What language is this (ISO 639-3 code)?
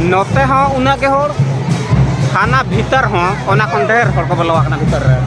sat